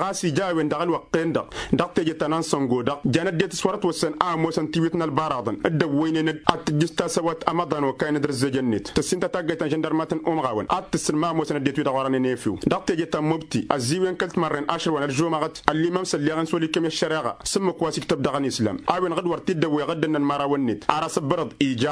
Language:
Tamasheq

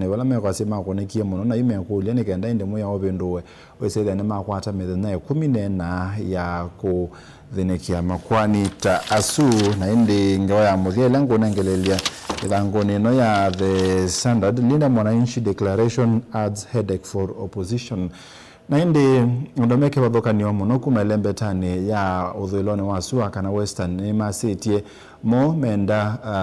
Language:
Kamba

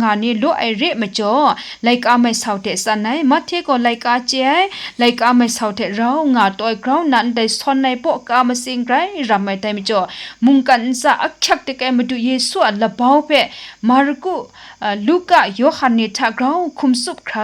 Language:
Kachin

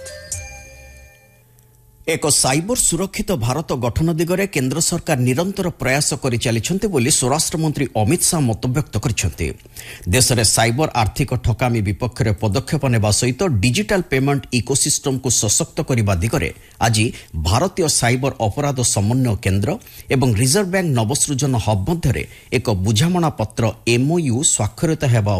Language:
Odia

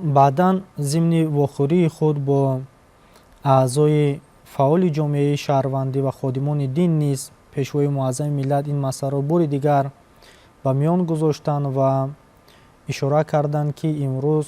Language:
Tajik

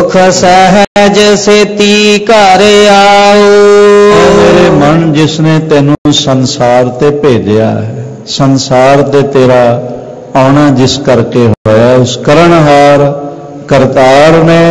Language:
Punjabi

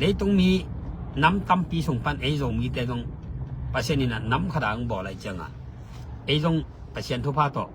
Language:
Tedim Chin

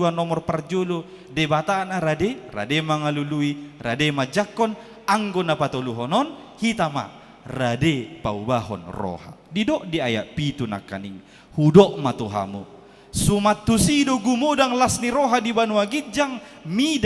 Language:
Batak Toba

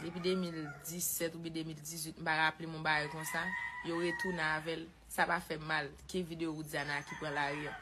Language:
Haitian Creole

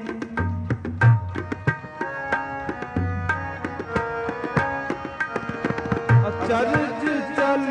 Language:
Punjabi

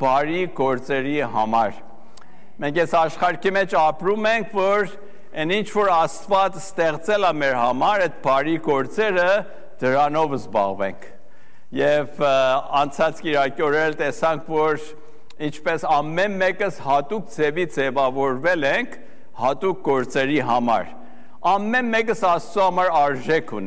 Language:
Armenian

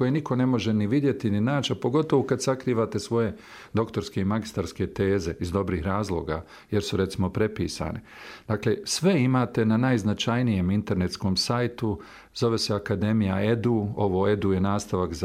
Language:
Bosnian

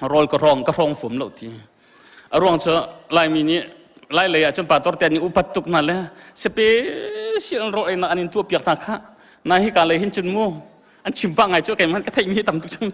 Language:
Hakha Chin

